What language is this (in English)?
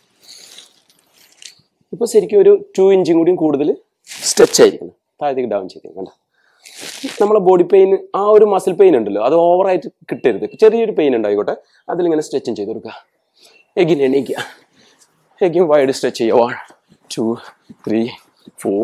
Malayalam